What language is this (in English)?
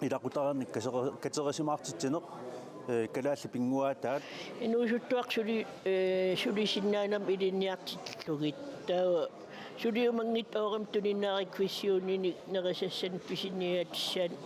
Kalaallisut